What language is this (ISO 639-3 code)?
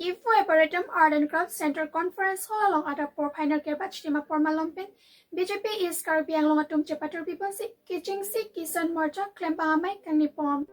mjw